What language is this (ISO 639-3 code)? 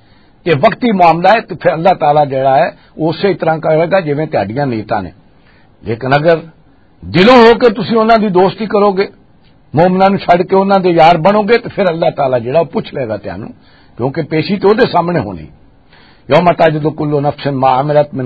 lah